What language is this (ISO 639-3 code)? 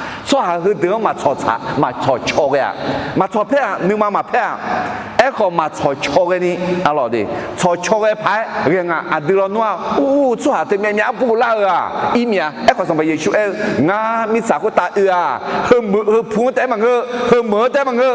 ahk